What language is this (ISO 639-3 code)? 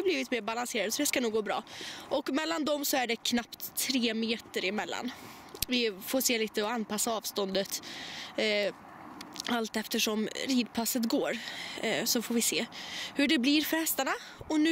swe